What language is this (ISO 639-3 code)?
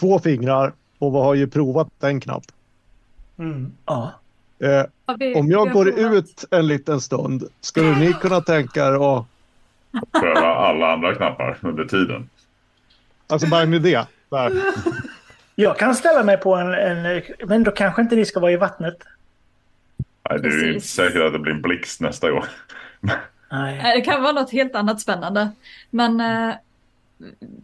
swe